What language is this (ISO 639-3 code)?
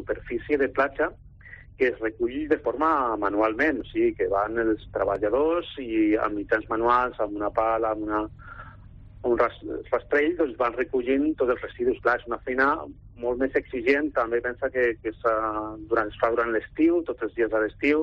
cat